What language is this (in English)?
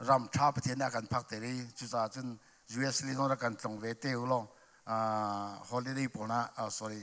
Hakha Chin